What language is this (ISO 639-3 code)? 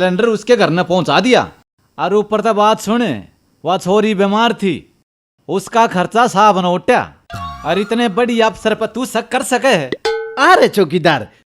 bgc